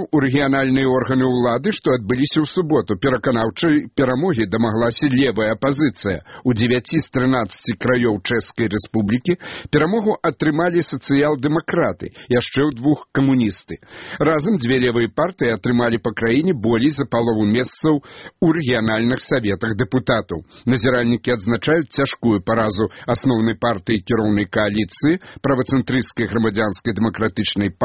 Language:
Belarusian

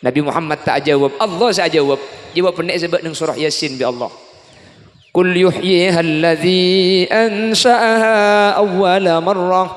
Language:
Madurese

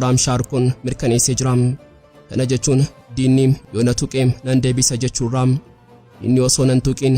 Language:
Oromo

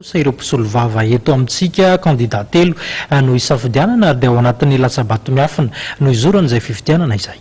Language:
Malagasy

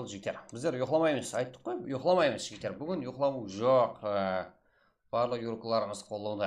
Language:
Kara-Kalpak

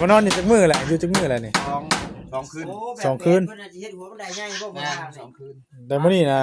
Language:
Northeastern Thai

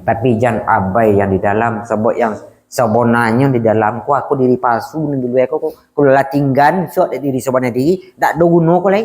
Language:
Minangkabau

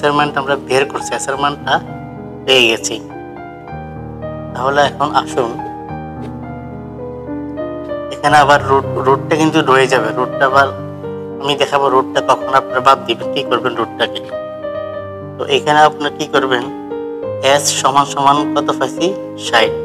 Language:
Bangla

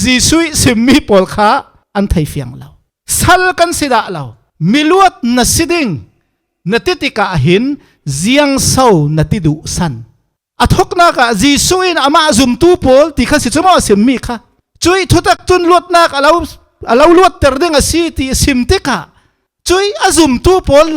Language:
Falam Chin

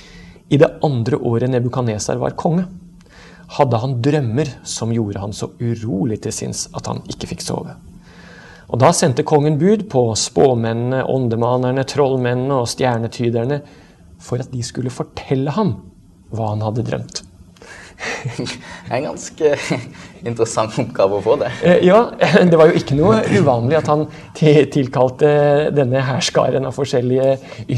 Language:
Norwegian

